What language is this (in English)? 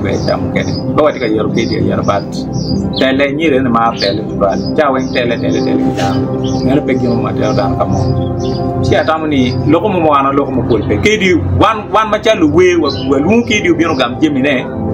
Acoli